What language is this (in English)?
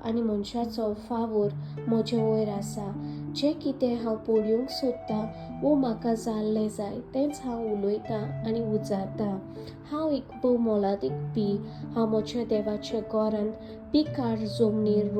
Konkani